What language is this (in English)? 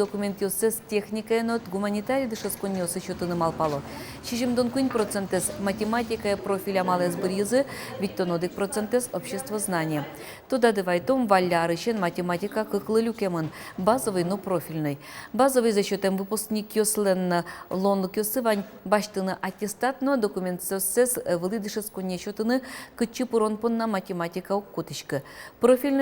Udmurt